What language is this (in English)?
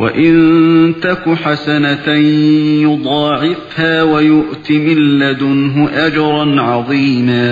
Uyghur